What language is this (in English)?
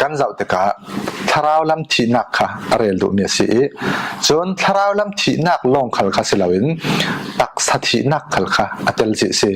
Falam Chin